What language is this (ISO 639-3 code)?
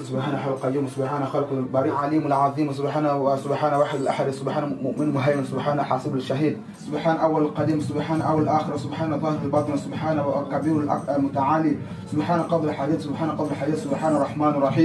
swa